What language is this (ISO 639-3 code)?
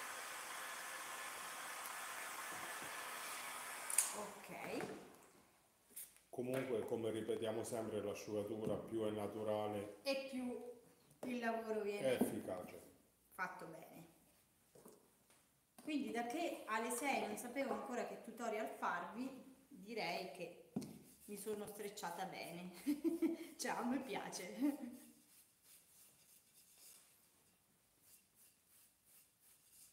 ita